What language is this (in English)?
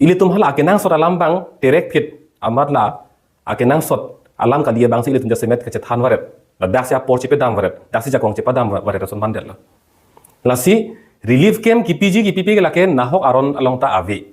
Karbi